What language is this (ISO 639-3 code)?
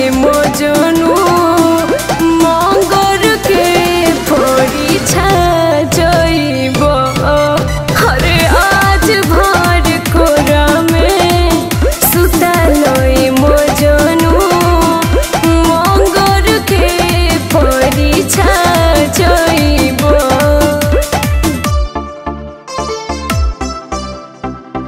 bho